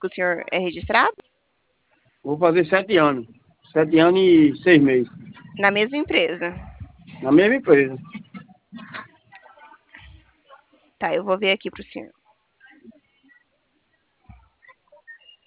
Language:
Portuguese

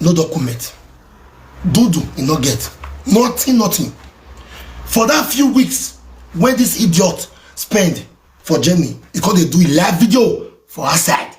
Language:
Nigerian Pidgin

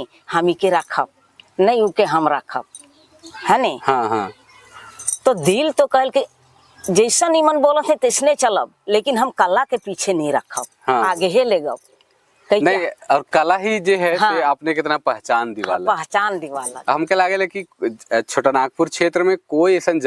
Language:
Sadri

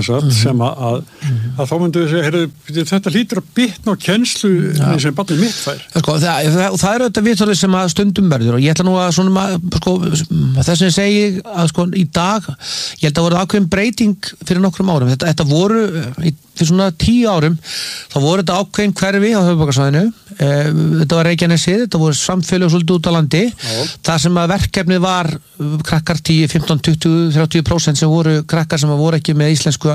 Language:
Icelandic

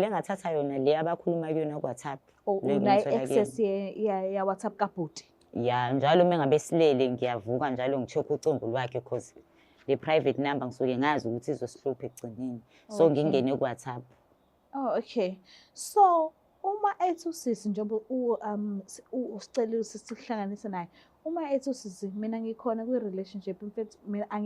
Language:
Zulu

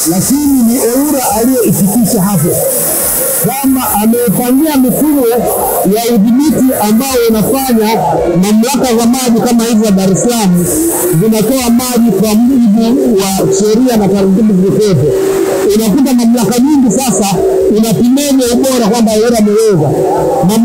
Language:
Swahili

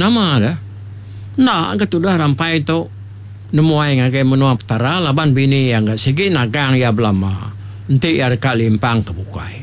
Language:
Iban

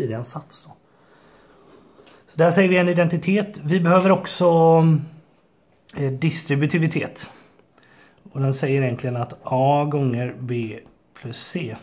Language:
Swedish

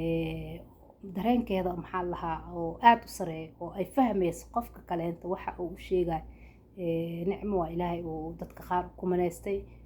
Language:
Somali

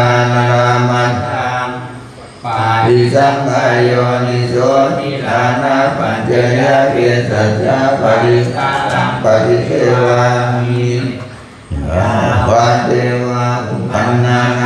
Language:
Pali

